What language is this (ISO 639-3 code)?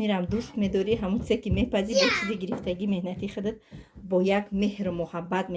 tgk